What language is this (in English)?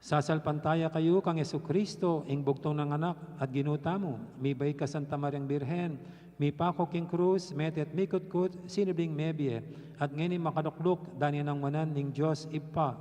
Pampanga